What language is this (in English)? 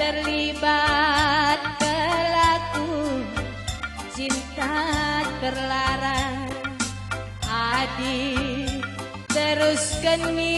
Batak Karo